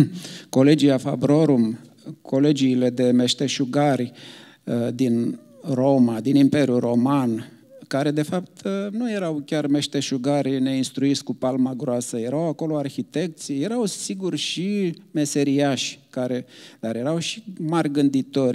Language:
Romanian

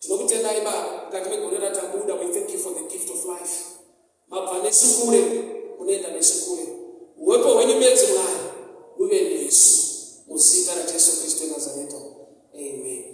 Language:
Shona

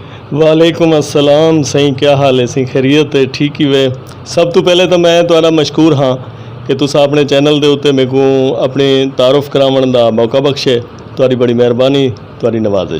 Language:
Saraiki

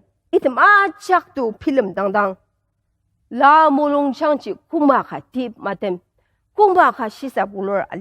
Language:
Ao Naga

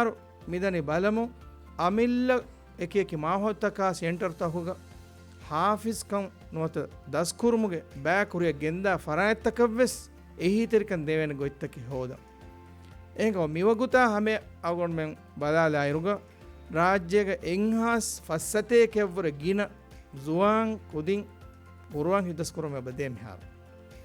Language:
Divehi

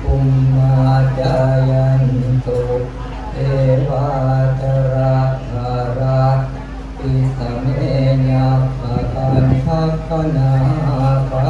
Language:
Pali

